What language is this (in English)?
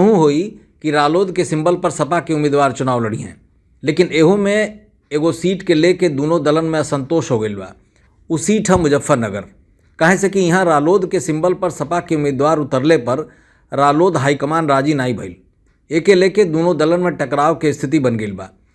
Bhojpuri